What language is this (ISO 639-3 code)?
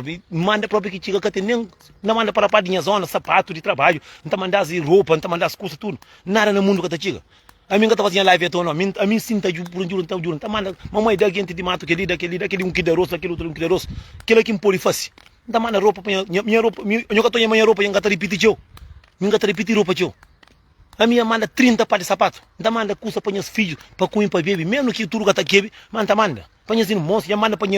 kea